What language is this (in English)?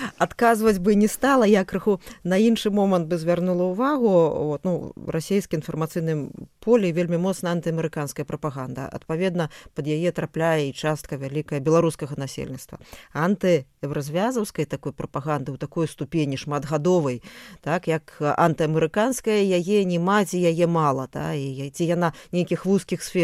Belarusian